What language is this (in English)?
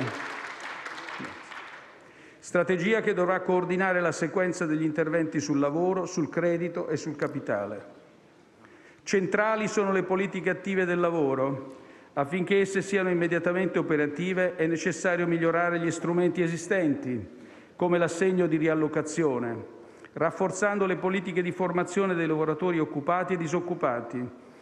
Italian